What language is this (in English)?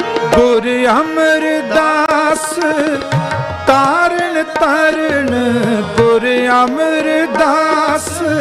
Punjabi